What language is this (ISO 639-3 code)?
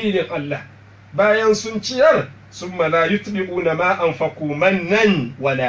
hau